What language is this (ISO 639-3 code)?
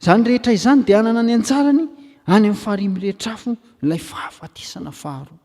mlg